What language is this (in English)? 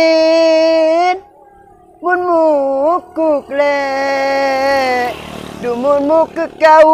Madurese